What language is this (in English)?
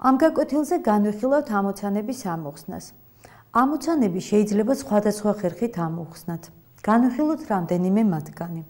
Georgian